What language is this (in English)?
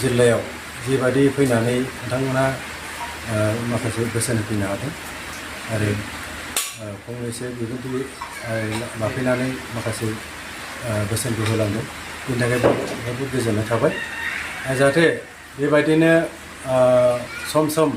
Bodo